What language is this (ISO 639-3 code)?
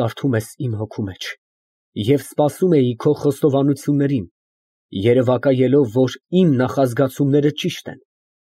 hye